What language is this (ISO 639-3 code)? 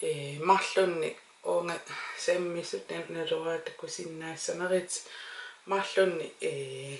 kal